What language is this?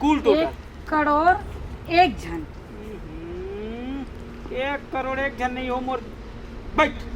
Chhattisgarhi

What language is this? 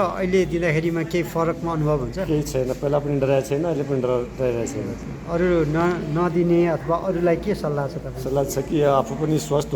Nepali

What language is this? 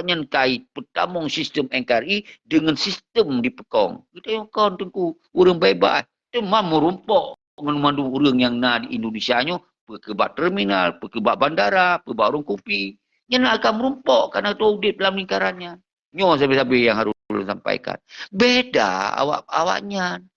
Achinese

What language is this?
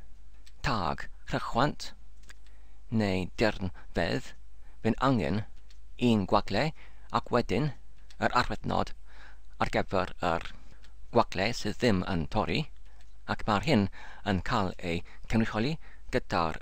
Welsh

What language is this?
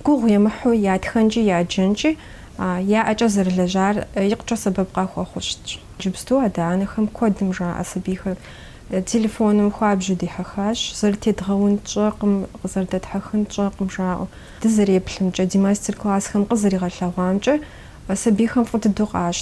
Kabardian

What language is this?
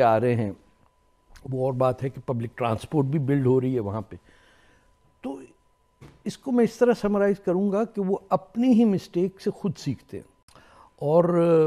Urdu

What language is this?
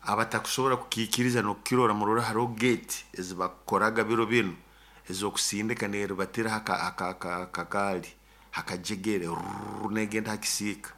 Nyoro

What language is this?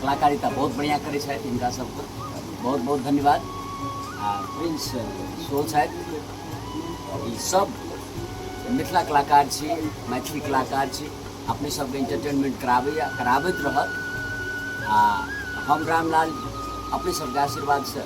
Maithili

